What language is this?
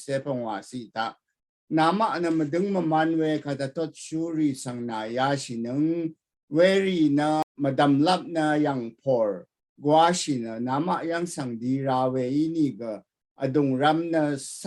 Rawang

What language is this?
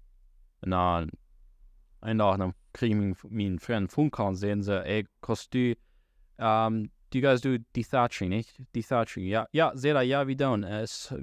Plautdietsch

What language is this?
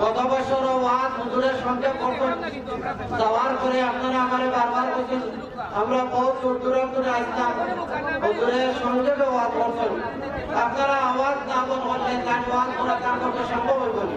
Sylheti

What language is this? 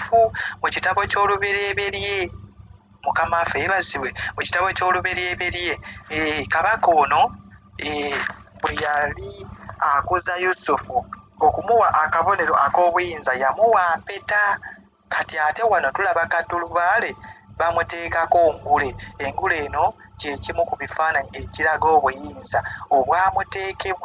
Ganda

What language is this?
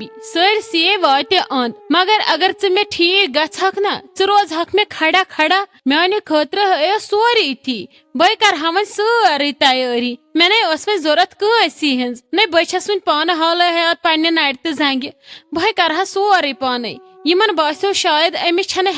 Kashmiri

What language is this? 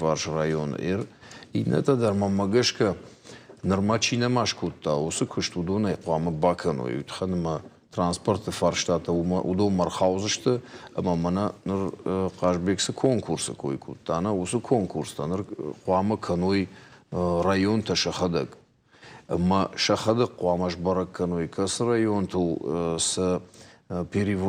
Ossetic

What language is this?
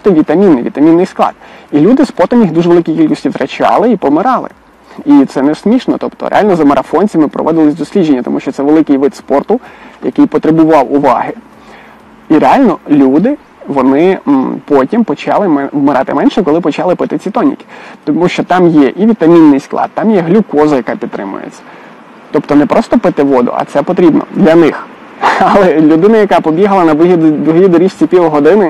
Ukrainian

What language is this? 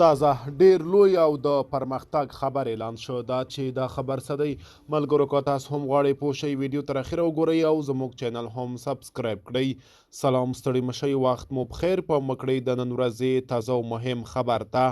Pashto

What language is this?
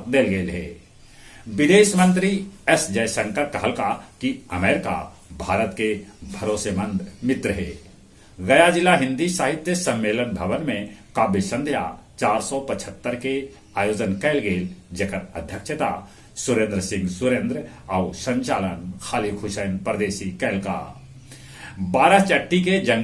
Magahi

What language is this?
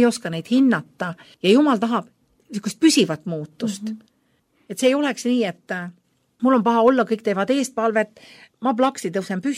Estonian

